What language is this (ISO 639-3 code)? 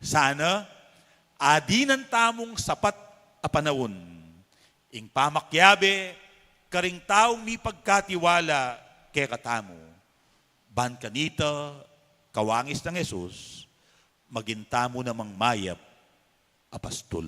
pam